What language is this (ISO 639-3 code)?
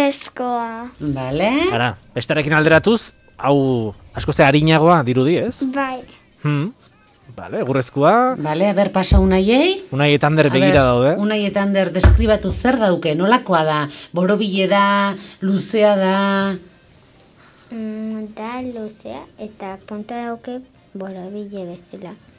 eus